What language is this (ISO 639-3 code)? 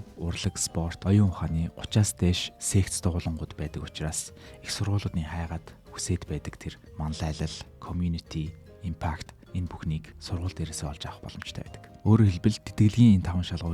mon